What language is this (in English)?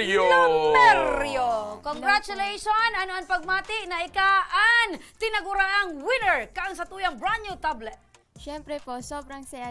Bikol